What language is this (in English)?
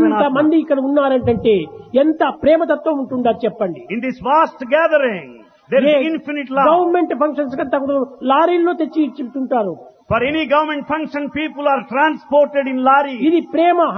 Telugu